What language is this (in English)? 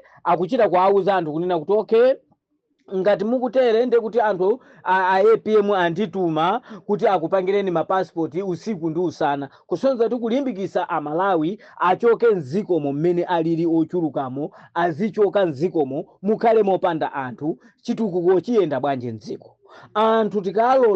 Nyanja